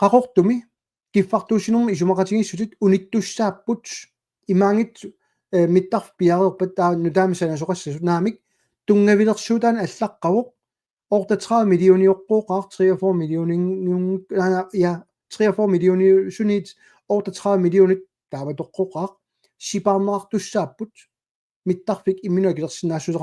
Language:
Kalaallisut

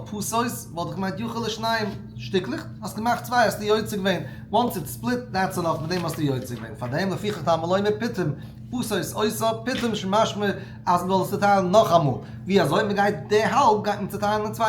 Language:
Yiddish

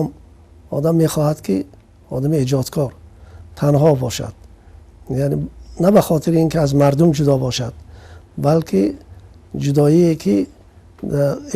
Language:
Tajik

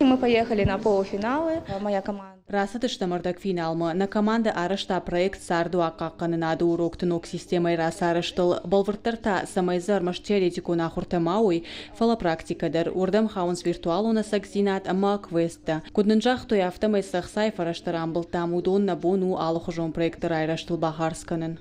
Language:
Ossetic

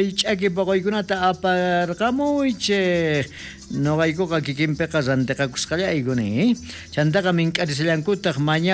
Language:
South Bolivian Quechua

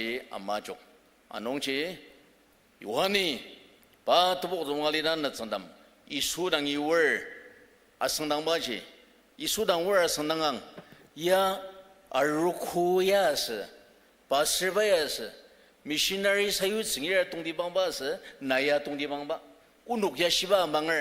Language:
Ao Naga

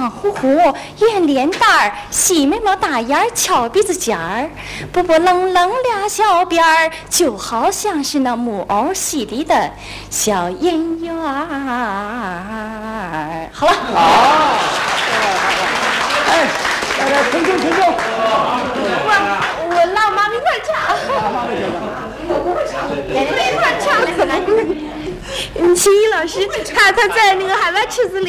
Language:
Chinese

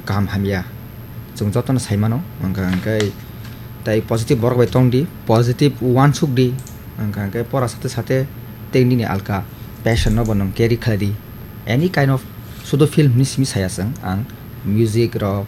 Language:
Kok Borok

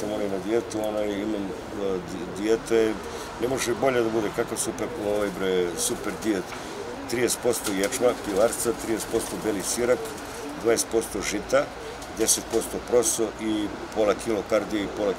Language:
Serbian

